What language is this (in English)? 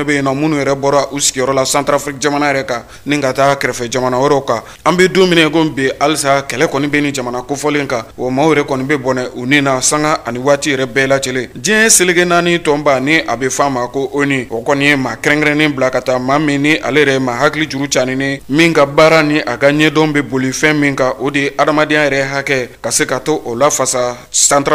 Bambara